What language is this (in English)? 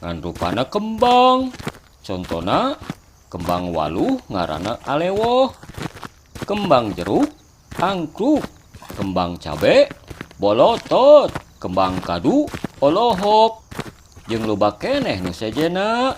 Sundanese